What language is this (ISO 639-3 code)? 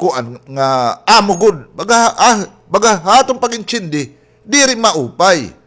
war